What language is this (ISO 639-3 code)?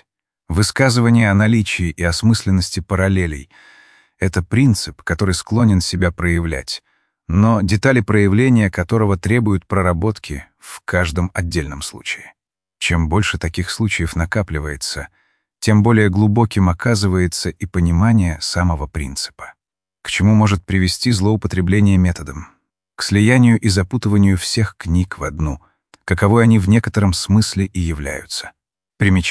rus